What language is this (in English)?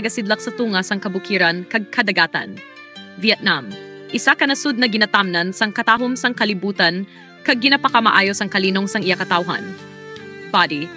Hiligaynon